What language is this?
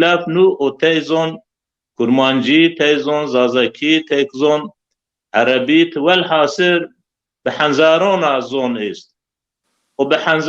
Zaza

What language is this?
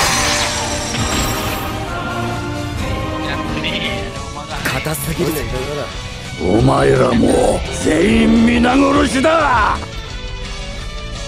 Malay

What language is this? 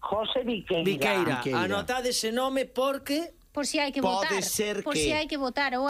Galician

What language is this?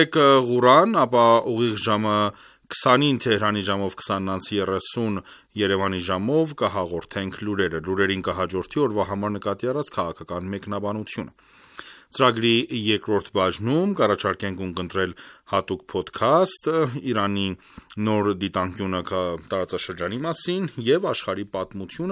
Armenian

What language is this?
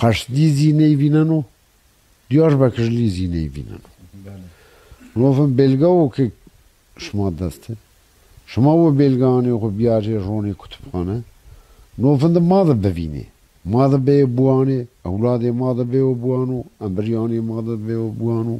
Zaza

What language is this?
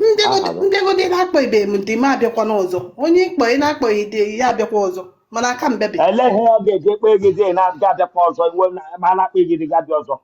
Igbo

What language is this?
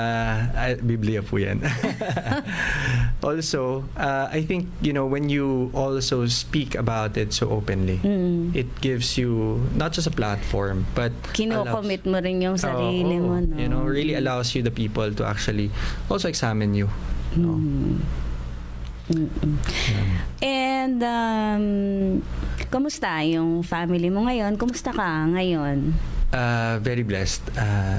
Filipino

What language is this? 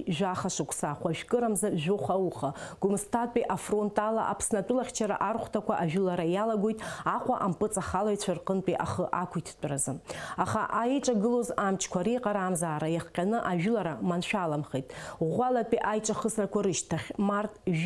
Abkhazian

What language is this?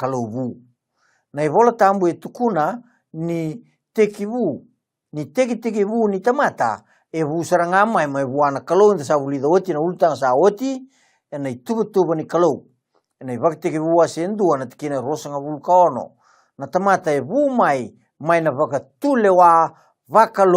Fijian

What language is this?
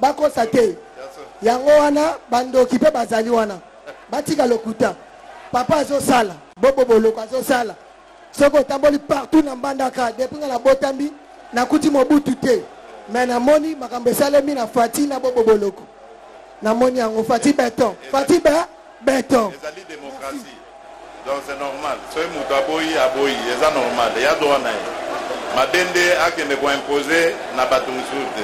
Lingala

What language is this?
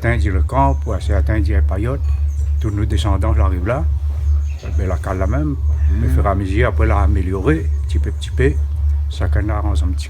Réunion Creole French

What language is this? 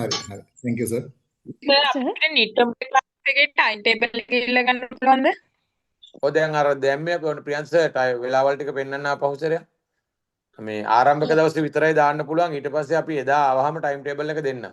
Sinhala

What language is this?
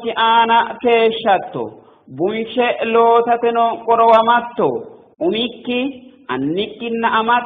Sidamo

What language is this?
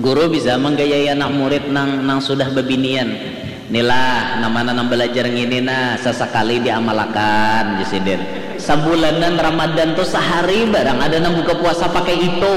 Banjar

